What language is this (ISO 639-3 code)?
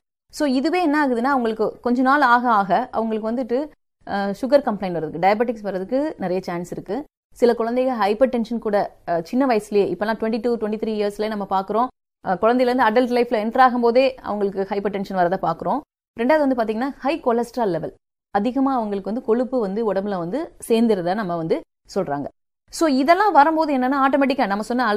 tam